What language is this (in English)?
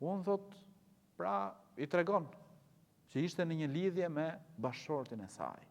Albanian